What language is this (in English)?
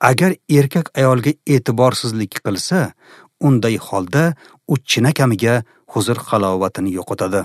Uzbek